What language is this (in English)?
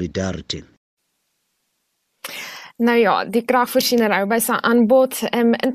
Afrikaans